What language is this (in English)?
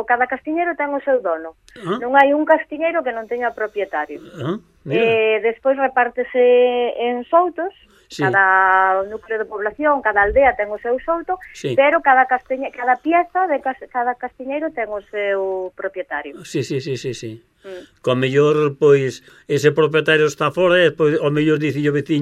Galician